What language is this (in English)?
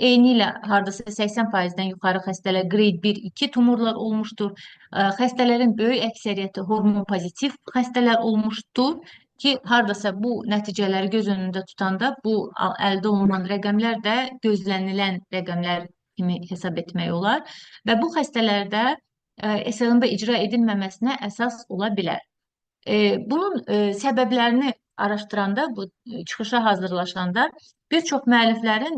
Azerbaijani